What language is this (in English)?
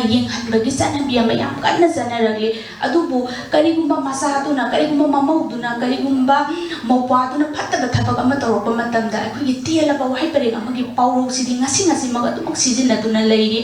Manipuri